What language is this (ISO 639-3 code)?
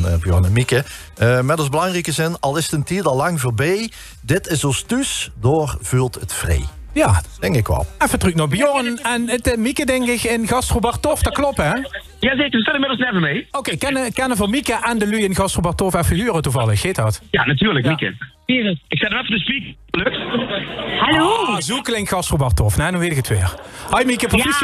lim